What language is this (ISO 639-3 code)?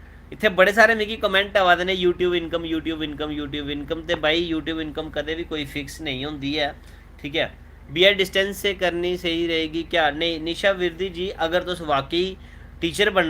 doi